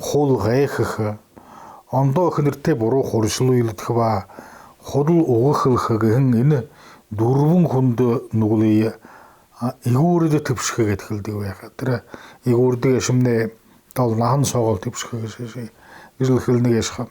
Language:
Buriat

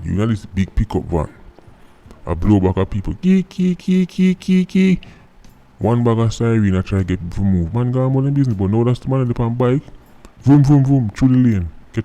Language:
Jamaican Creole English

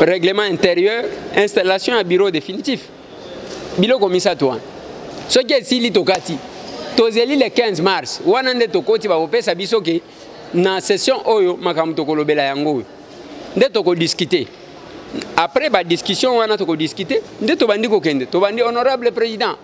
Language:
Lingala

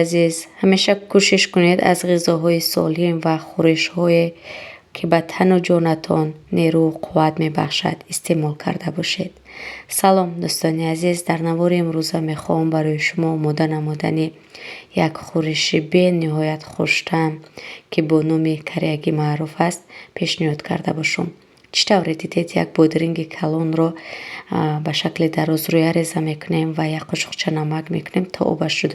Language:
Tajik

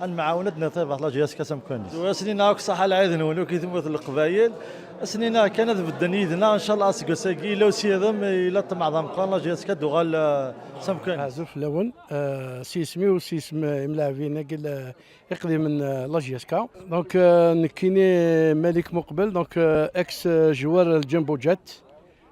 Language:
Kabyle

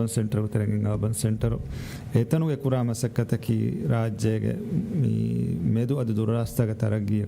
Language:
Divehi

